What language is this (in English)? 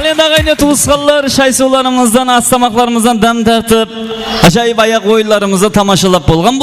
Kara-Kalpak